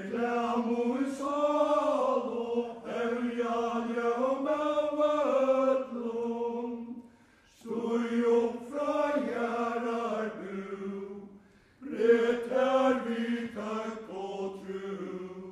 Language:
Faroese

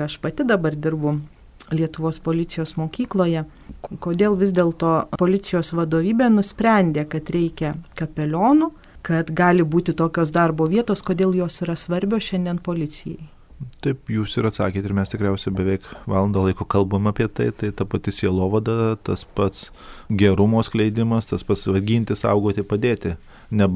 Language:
Lithuanian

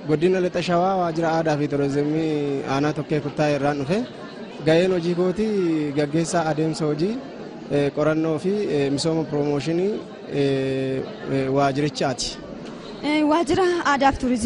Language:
Oromo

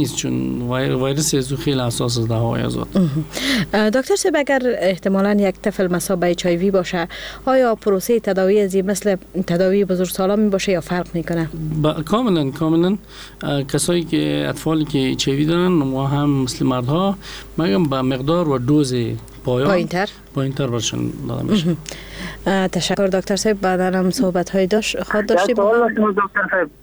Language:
Persian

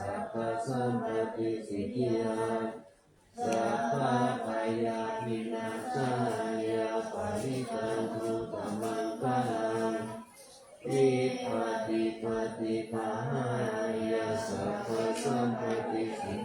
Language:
Pali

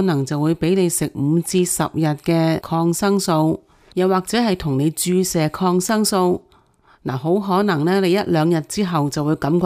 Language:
Cantonese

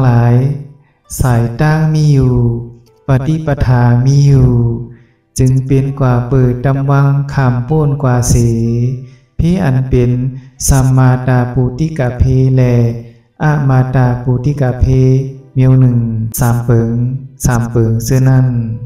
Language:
Shan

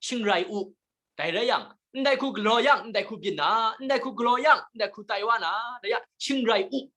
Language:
Kachin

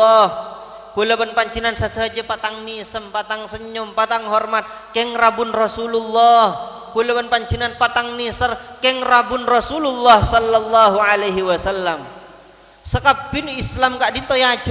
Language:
Madurese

